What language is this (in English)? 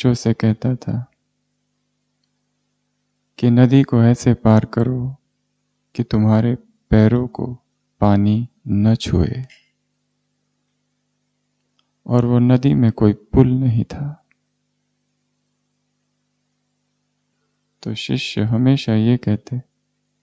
Hindi